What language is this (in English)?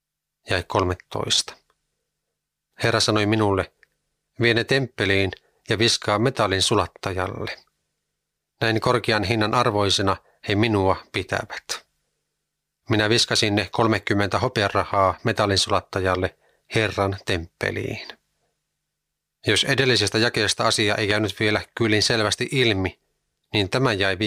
Finnish